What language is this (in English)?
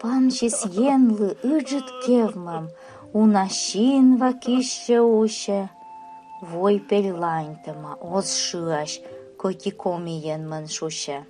Komi